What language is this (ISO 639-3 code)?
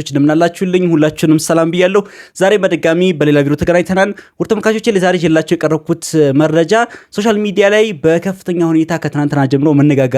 amh